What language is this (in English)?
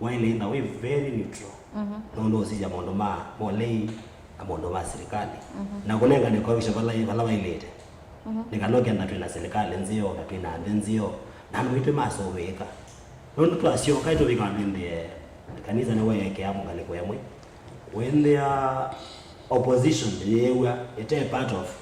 Kamba